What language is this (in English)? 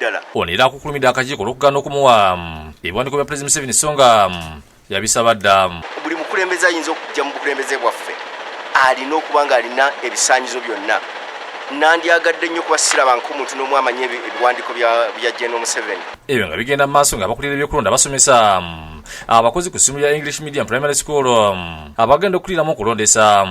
Ganda